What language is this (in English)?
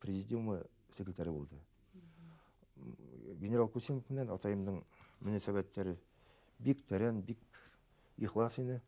Bashkir